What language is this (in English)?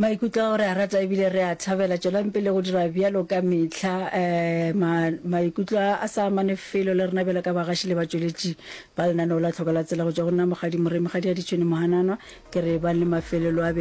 Northern Sotho